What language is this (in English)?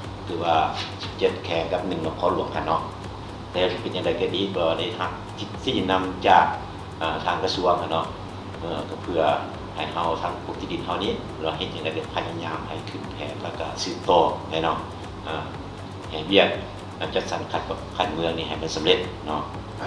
Lao